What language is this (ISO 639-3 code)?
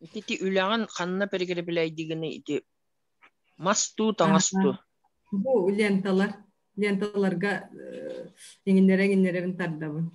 sah